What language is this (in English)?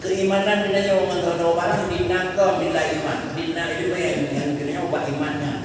Achinese